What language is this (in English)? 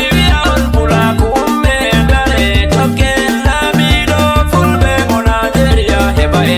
Nigerian Fulfulde